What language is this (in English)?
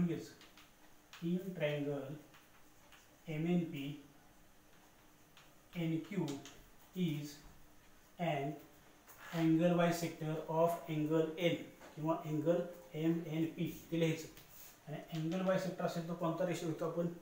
Marathi